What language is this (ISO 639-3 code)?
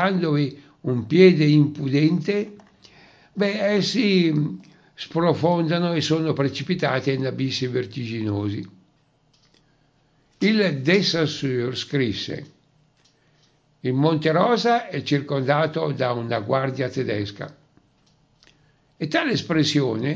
ita